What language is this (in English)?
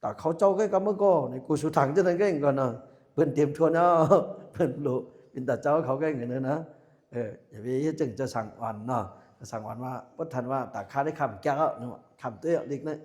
Shan